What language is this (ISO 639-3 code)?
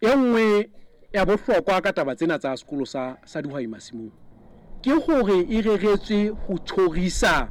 sot